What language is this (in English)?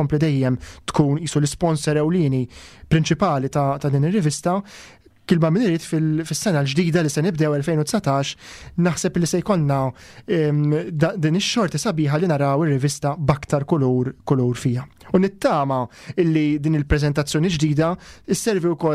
Maltese